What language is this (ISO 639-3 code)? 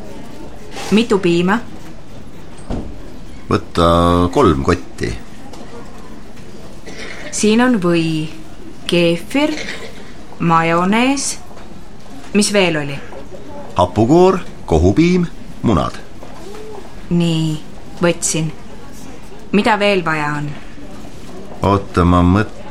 est